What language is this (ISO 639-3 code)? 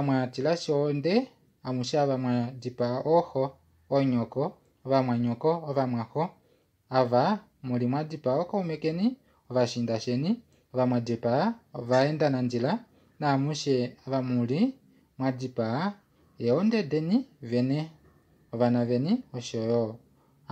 kua